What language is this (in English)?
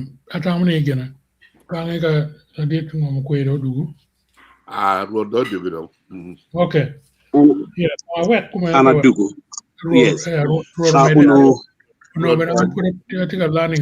Acoli